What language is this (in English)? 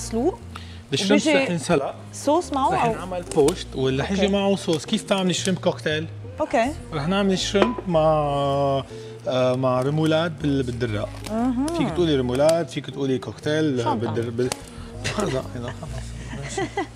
North Levantine Arabic